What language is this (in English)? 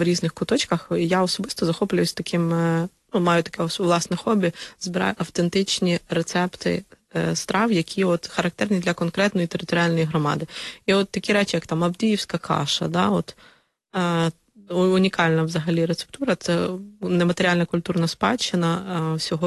Ukrainian